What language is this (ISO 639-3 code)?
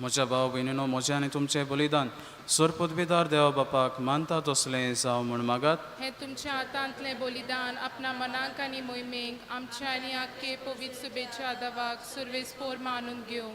kok